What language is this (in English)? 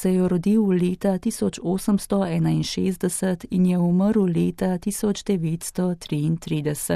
Slovenian